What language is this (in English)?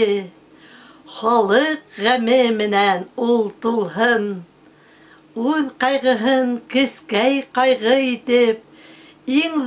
Bashkir